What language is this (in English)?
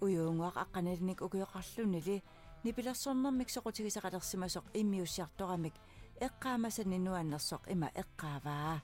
Kalaallisut